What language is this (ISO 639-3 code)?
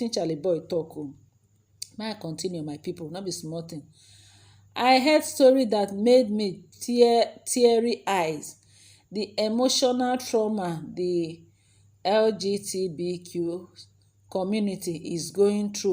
pcm